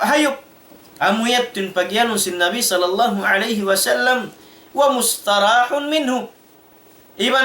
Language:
Tausug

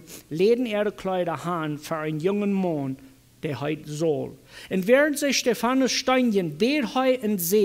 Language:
Plautdietsch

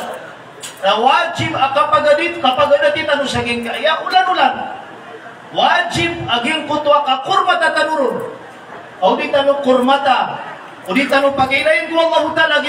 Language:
Maranao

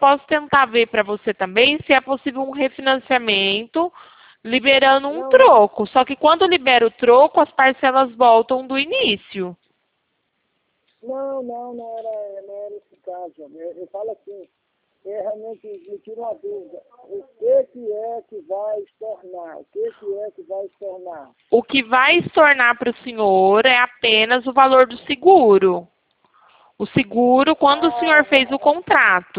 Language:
Portuguese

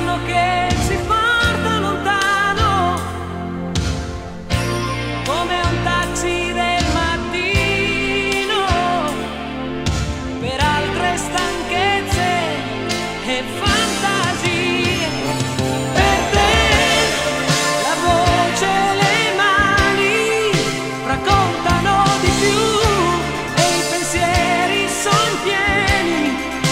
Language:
Italian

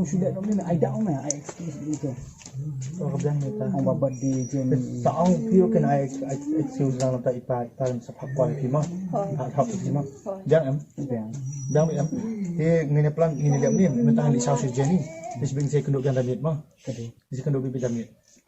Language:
Khasi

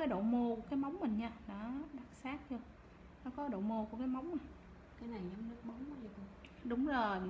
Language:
Vietnamese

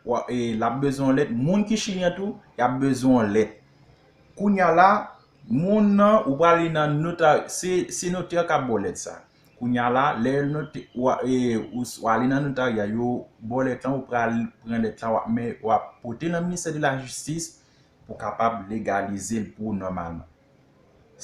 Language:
Haitian Creole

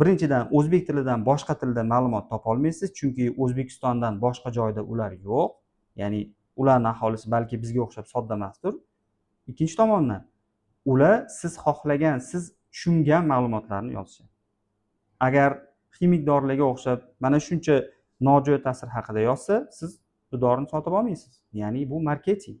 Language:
Uzbek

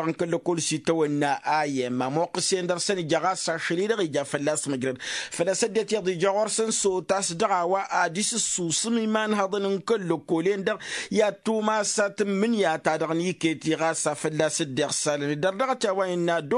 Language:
Tamasheq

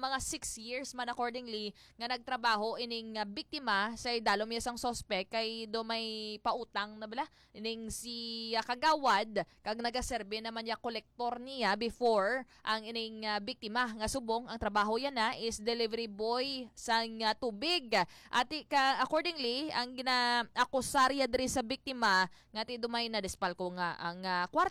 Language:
Hiligaynon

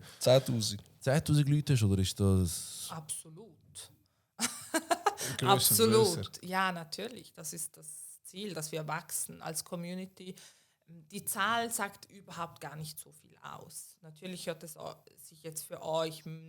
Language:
Swiss German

